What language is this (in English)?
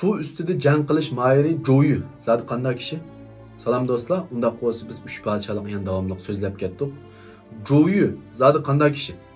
Uyghur